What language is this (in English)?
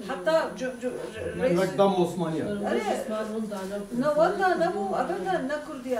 Kurdish